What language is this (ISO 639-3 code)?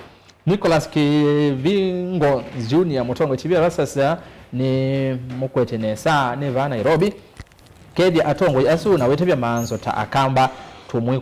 kam